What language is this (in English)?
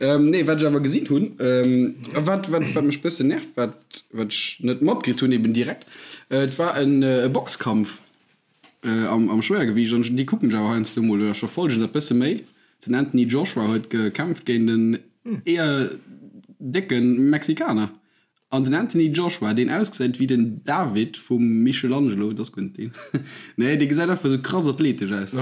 Luxembourgish